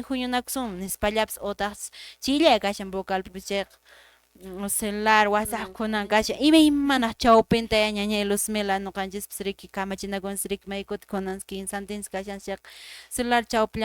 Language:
Quechua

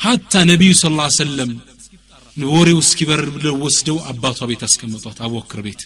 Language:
Amharic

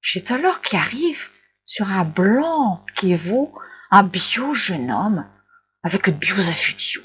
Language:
Picard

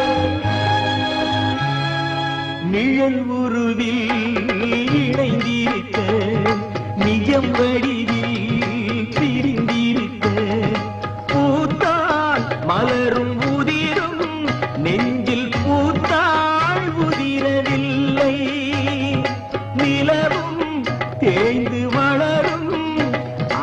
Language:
Tamil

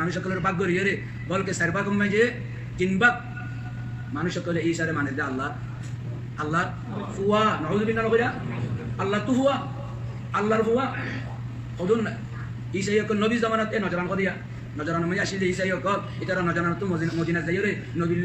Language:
Rohingya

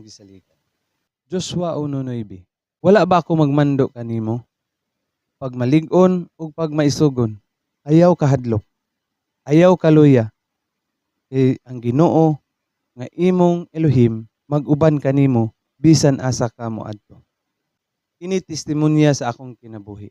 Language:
Cebuano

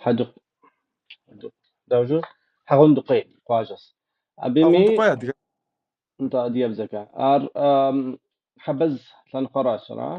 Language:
Kabardian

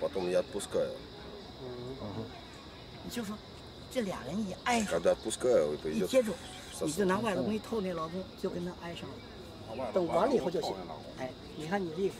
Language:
Chinese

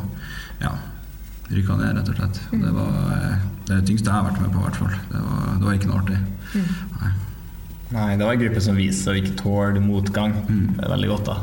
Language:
Norwegian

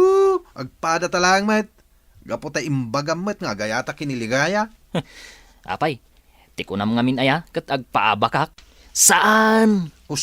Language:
Iloko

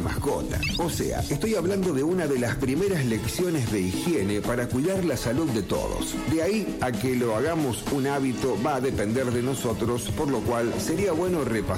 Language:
Spanish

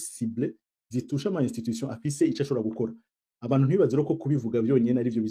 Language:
Rundi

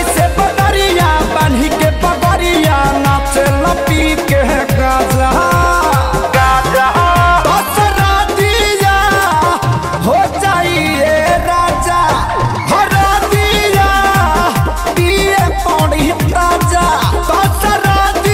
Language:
Bhojpuri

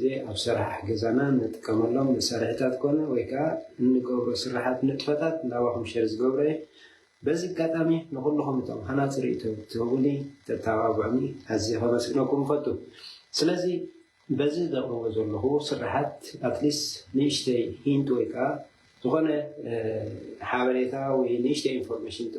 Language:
Tigrinya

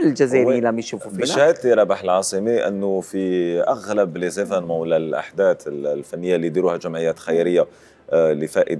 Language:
Algerian Arabic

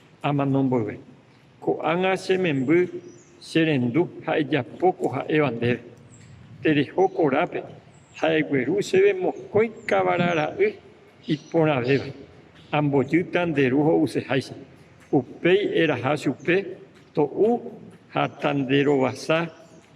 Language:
Guarani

